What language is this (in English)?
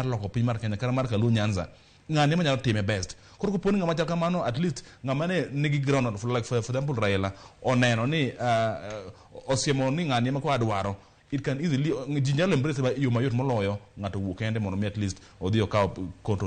Luo (Kenya and Tanzania)